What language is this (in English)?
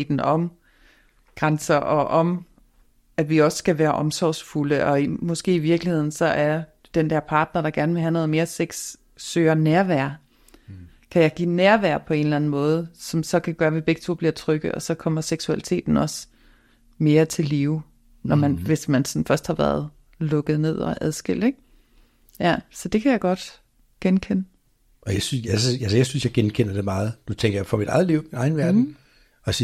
Danish